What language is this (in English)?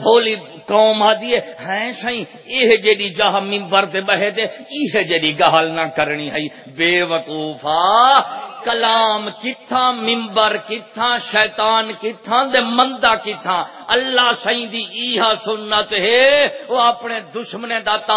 Saraiki